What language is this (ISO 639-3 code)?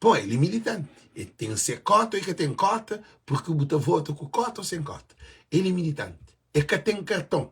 kea